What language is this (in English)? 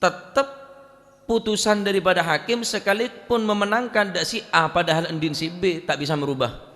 Madurese